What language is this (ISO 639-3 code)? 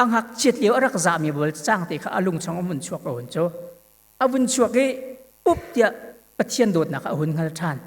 cnh